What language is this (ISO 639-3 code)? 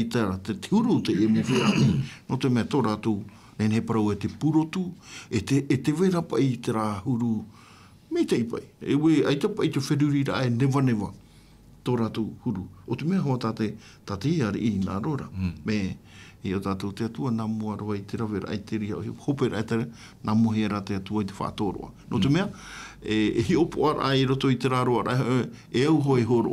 tah